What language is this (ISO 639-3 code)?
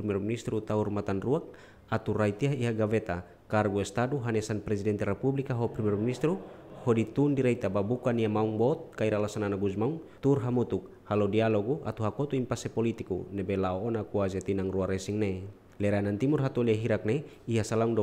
tet